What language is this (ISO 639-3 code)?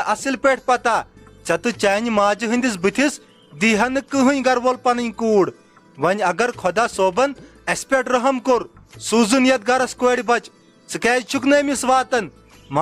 kas